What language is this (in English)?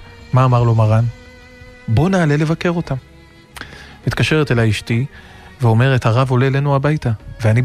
Hebrew